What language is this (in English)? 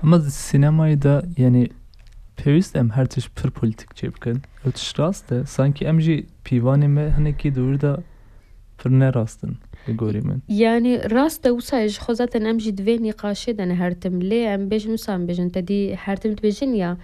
Kurdish